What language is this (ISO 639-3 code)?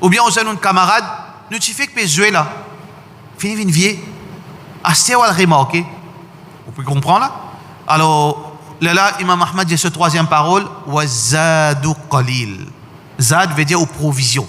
mfe